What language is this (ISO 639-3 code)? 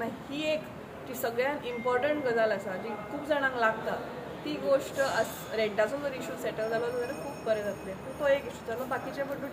kok